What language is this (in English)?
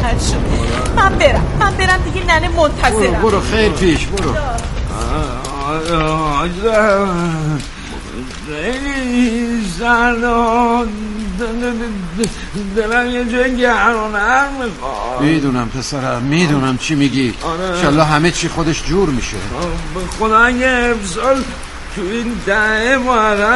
Persian